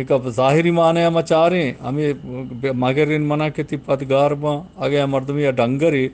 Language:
Eastern Balochi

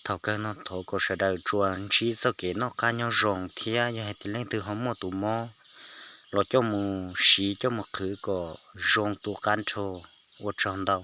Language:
Hmong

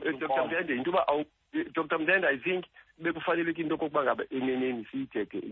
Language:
Xhosa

